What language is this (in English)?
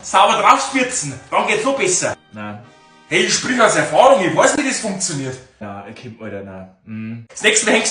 Bavarian